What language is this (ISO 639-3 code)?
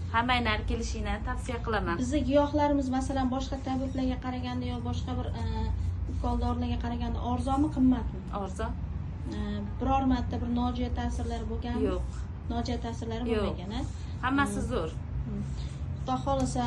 uzb